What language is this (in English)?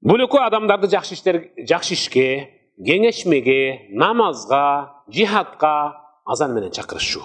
Kyrgyz